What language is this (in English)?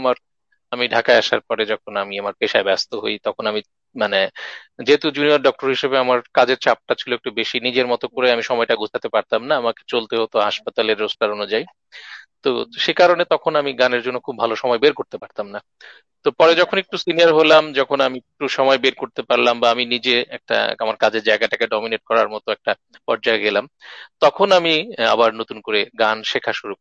Bangla